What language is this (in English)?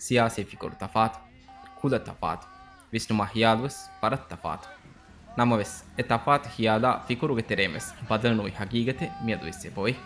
Divehi